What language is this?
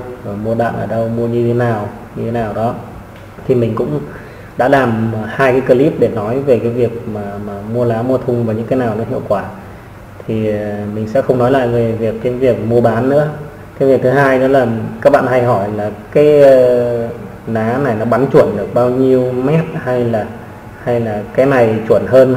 Vietnamese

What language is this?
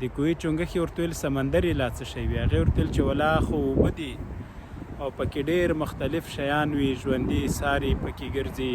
Pashto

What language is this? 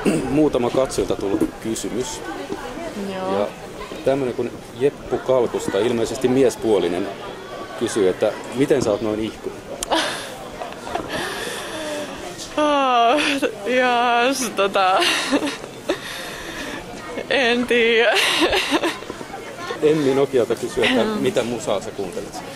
Finnish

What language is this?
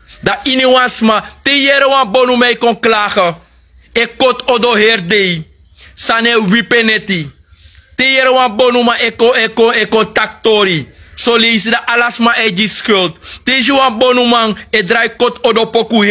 Sranan Tongo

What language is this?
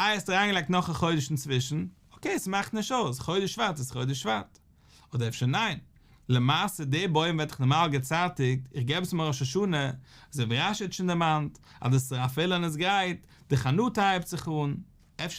Yiddish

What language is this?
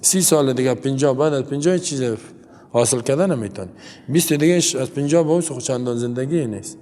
Persian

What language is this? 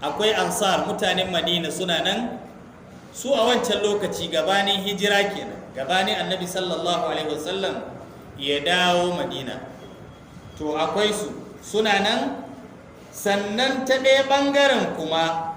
Hausa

